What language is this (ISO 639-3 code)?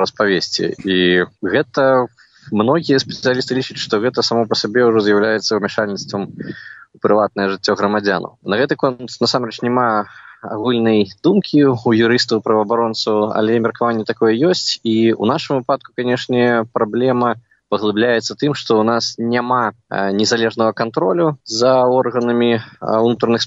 bel